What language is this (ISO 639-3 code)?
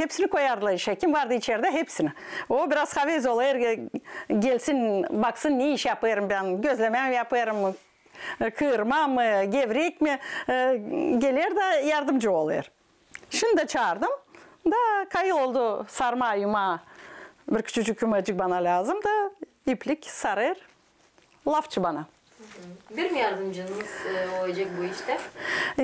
gag